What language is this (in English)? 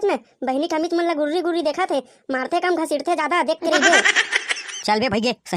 Chhattisgarhi